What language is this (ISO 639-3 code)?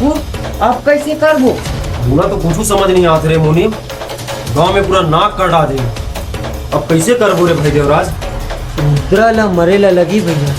hne